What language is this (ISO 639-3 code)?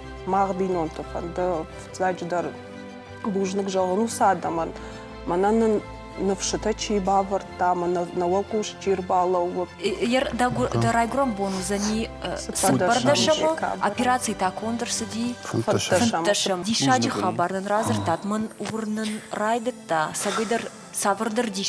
oss